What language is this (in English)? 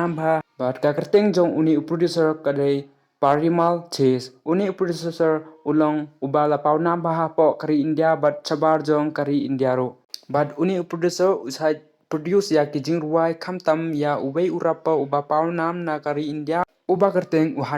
Khasi